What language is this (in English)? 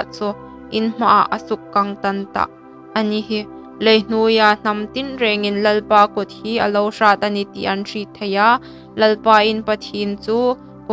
Hmar